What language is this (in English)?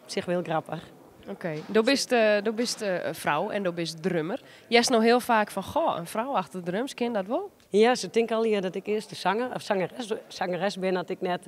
Western Frisian